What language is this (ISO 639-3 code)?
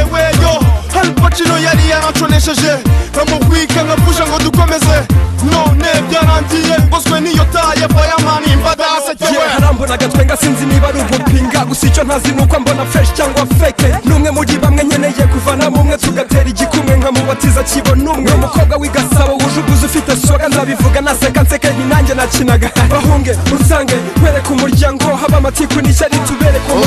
kin